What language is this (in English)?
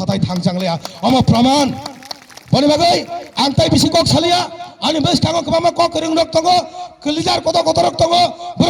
Kok Borok